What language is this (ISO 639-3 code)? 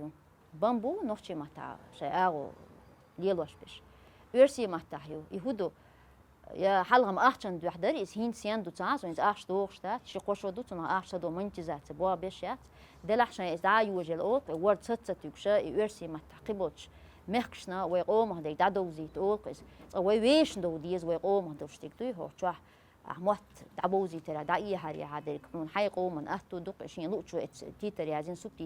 che